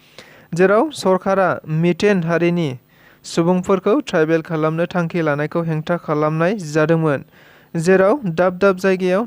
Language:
Bodo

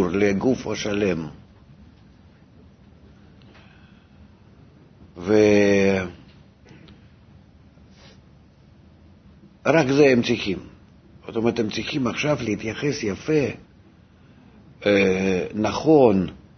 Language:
Hebrew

